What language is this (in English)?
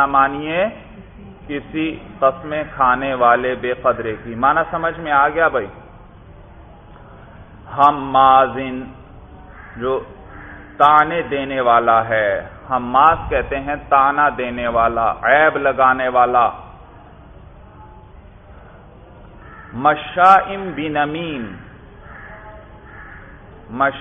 Urdu